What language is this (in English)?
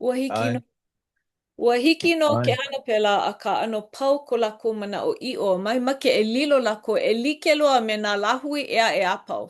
Hawaiian